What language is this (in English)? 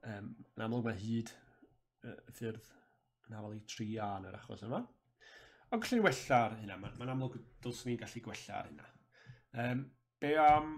Welsh